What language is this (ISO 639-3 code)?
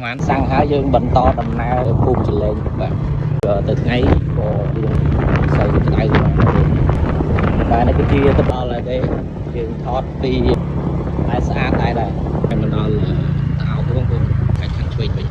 khm